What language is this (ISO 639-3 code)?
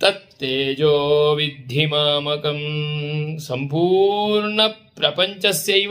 san